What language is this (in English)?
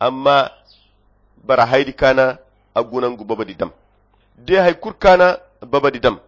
Koyra Chiini